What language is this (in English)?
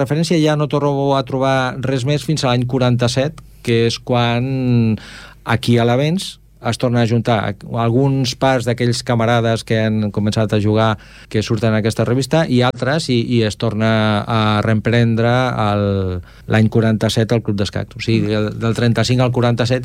Catalan